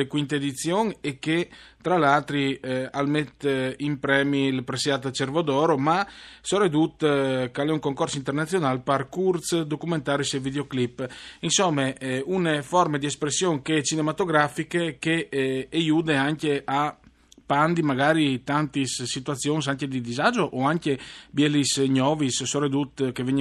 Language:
Friulian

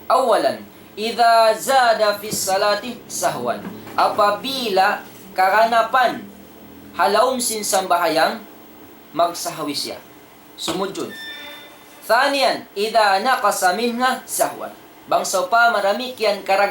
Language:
Tausug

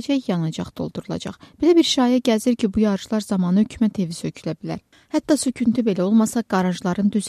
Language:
Azerbaijani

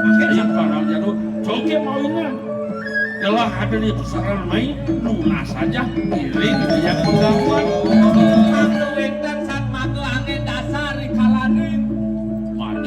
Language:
Balinese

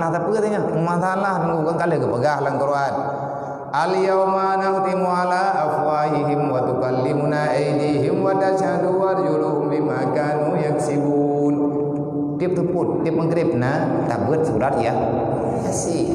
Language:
Achinese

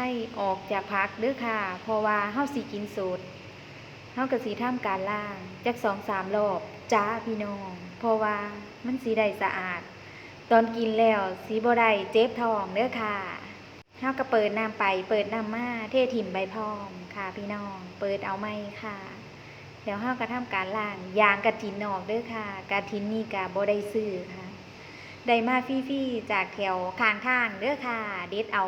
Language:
Northeastern Thai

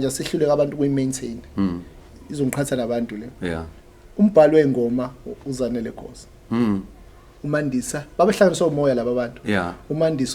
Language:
Zulu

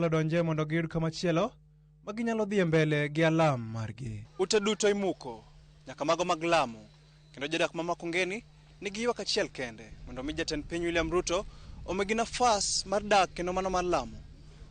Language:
Luo (Kenya and Tanzania)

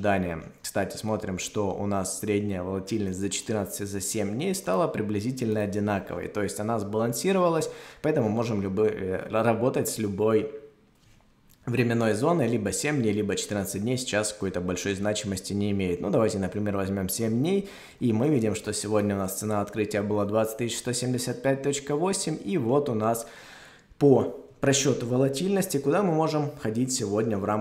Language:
Russian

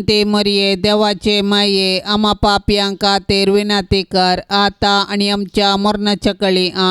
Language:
Konkani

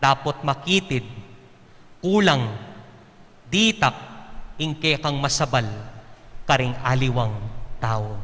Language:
Pampanga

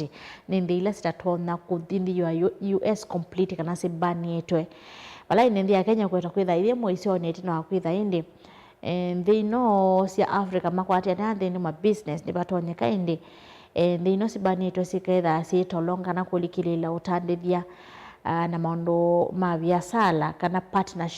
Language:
Kamba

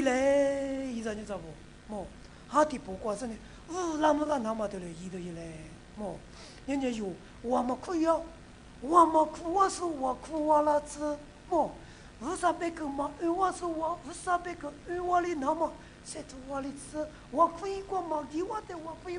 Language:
Lisu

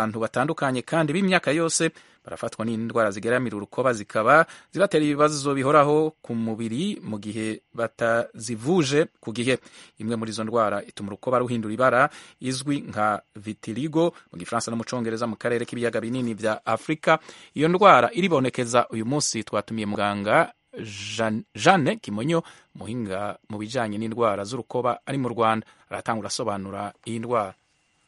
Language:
Kinyarwanda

